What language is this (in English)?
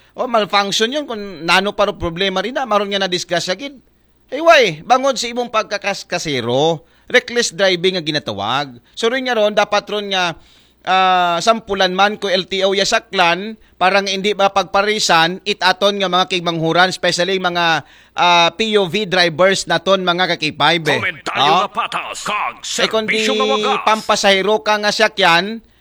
Aklanon